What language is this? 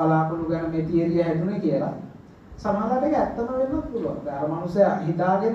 Sinhala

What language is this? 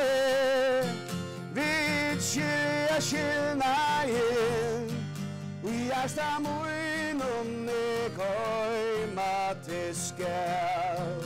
Faroese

